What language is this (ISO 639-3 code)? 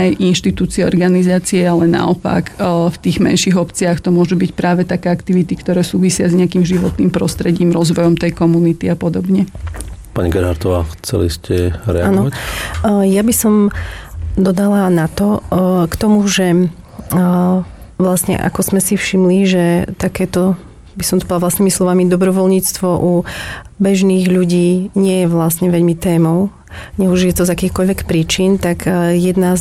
slk